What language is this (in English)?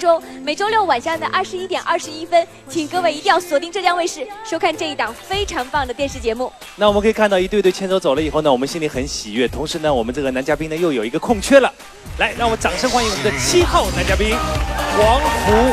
Chinese